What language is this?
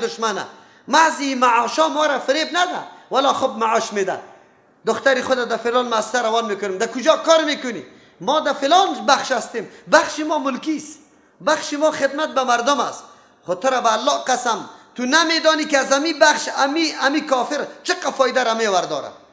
Persian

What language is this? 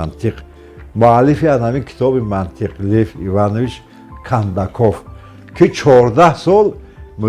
Tajik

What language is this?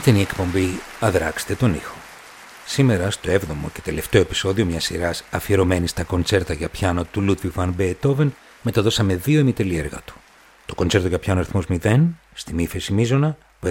Greek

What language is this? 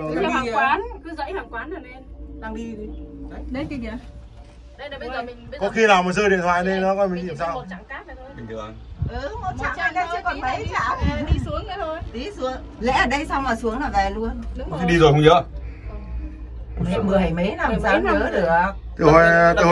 Vietnamese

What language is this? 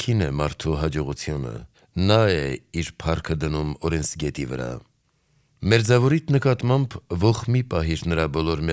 Armenian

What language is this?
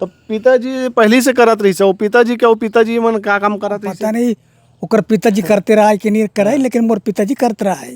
Chhattisgarhi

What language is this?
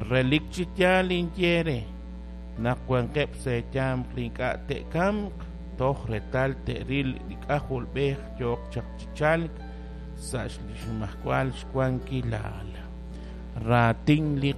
Kekchí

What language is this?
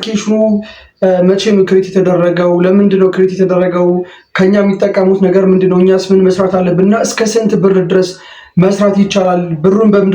Amharic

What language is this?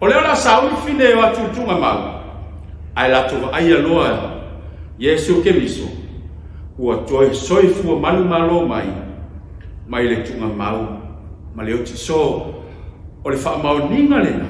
Samoan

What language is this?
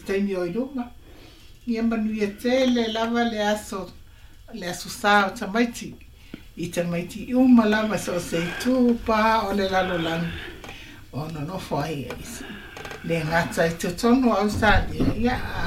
Samoan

